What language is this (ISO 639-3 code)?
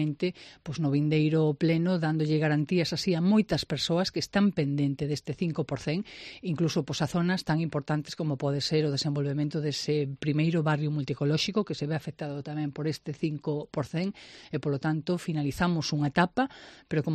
glg